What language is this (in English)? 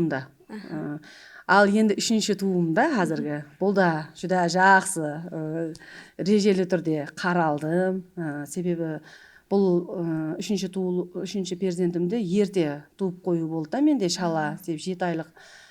Kara-Kalpak